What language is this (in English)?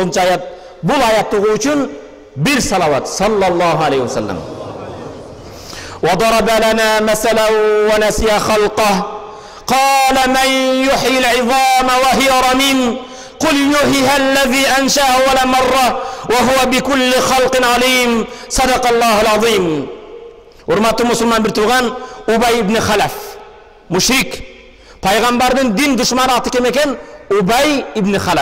Kyrgyz